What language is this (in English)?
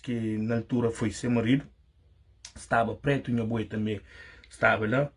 Kabuverdianu